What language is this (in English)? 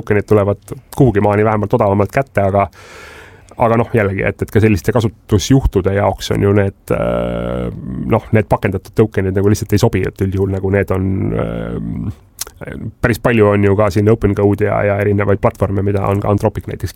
Estonian